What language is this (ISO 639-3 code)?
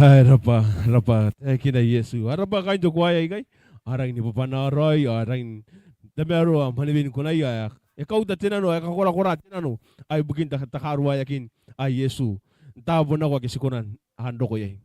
gil